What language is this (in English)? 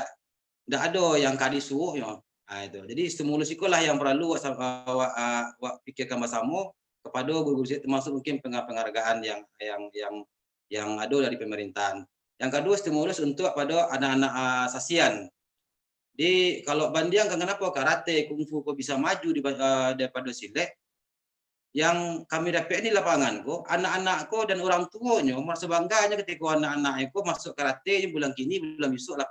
Minangkabau